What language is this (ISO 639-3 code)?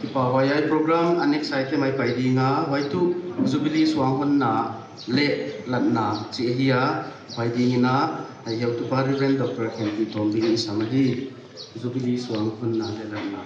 pck